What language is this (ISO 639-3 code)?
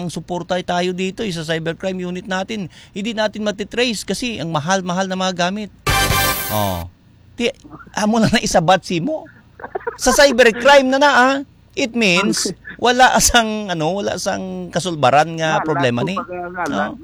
hil